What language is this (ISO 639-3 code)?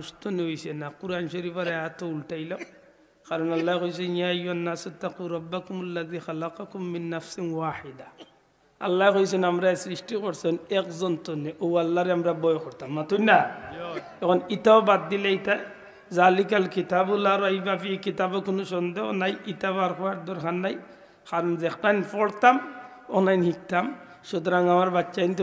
syl